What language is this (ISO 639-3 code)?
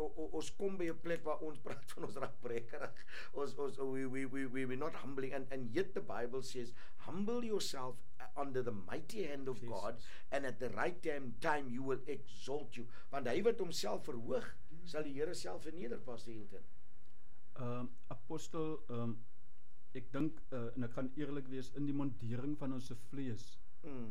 afr